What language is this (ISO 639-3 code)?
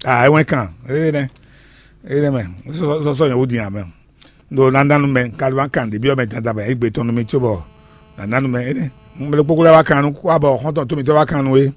fon